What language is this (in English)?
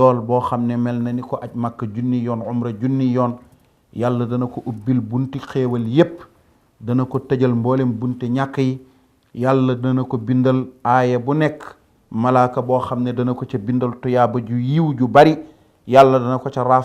Wolof